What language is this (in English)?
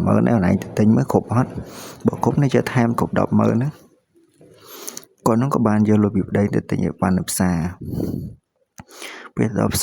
Khmer